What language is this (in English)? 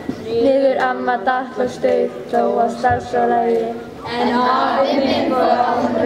Icelandic